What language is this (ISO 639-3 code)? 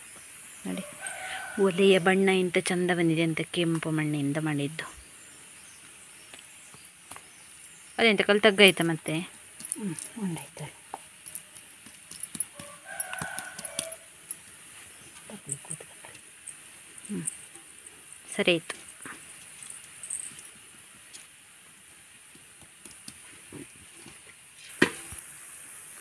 kan